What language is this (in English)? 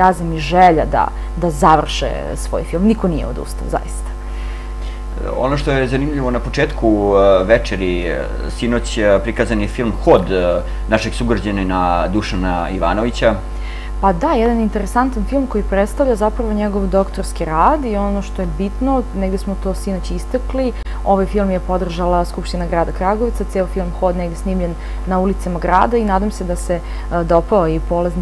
Serbian